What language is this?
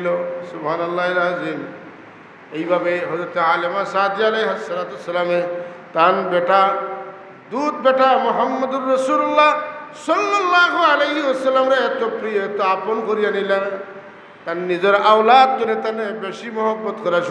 Sylheti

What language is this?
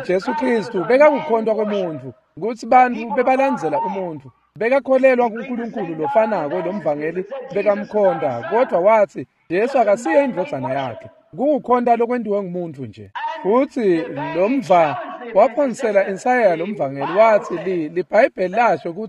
Swati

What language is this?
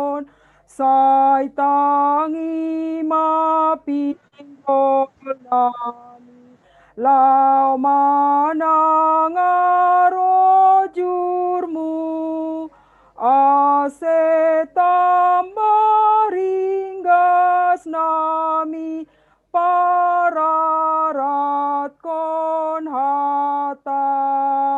Batak Simalungun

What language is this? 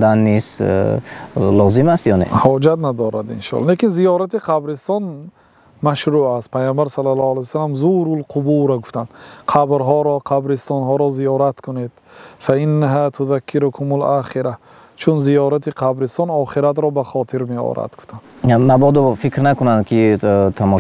Tajik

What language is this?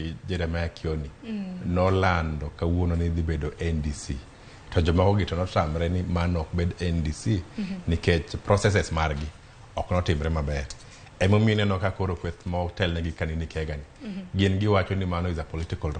Luo (Kenya and Tanzania)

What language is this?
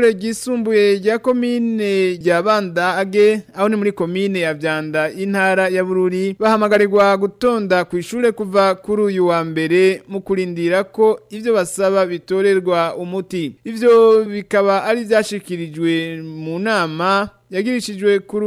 Rundi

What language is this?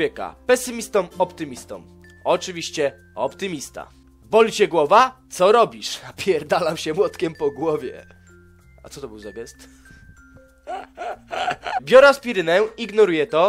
Polish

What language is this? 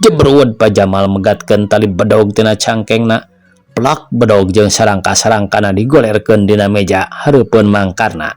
Sundanese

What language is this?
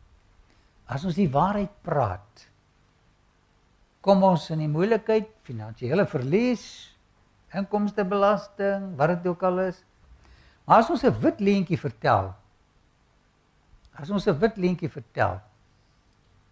Afrikaans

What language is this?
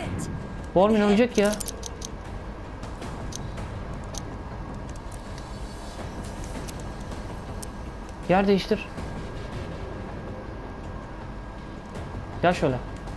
Turkish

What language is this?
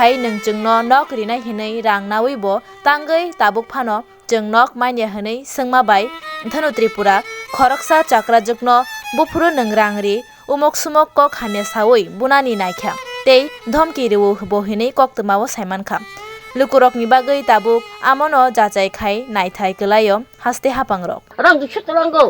Kok Borok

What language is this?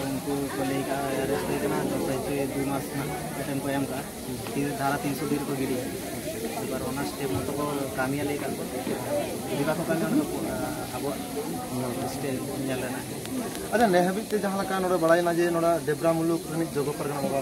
Santali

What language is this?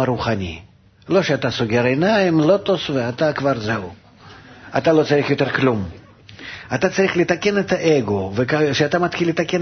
Hebrew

